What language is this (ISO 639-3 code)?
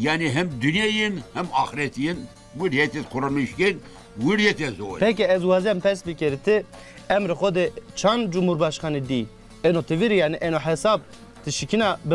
zza